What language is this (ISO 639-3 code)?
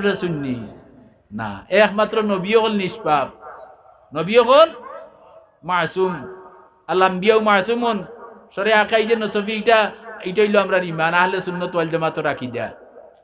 syl